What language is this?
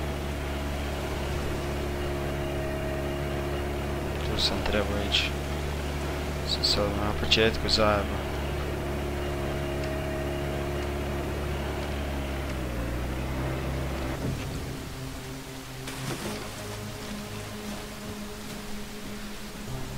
Croatian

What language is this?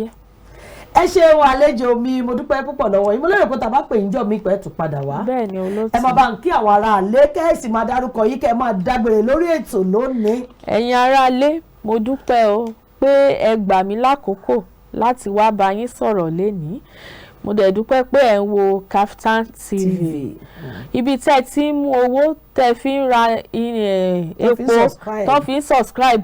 Yoruba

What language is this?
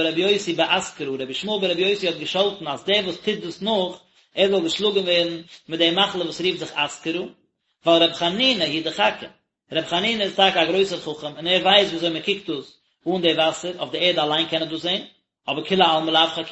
Yiddish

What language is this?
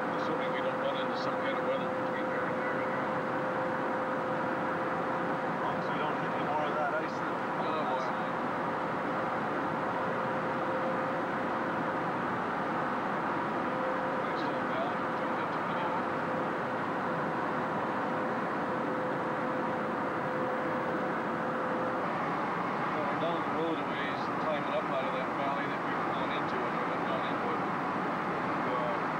English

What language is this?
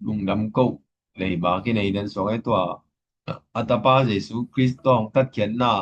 Tedim Chin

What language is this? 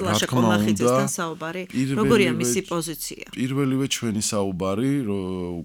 Georgian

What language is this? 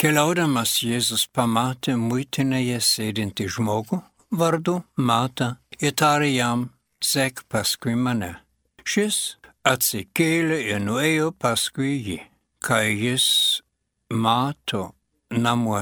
Lithuanian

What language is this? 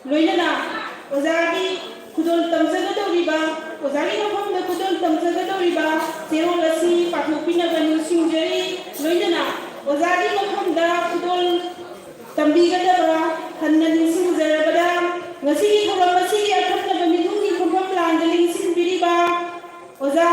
Manipuri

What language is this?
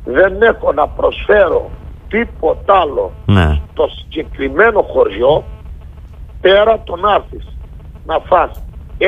Greek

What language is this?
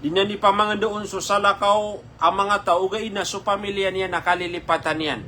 Maranao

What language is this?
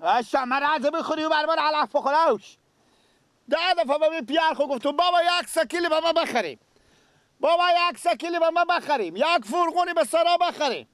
Persian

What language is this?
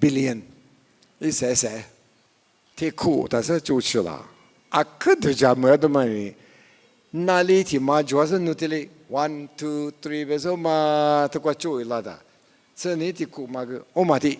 Lisu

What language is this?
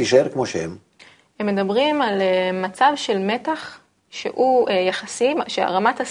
Hebrew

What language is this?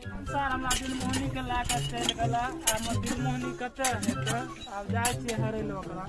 Maithili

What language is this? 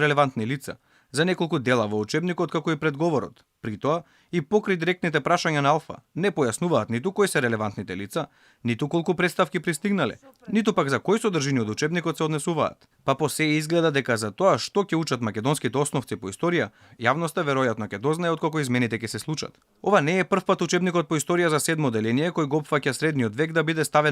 Macedonian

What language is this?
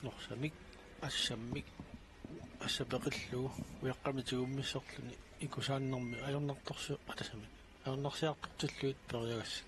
Kalaallisut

